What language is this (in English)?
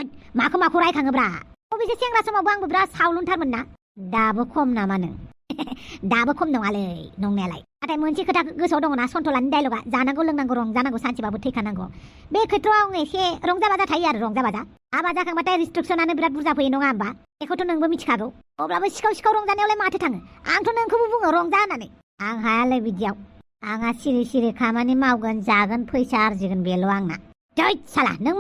Bodo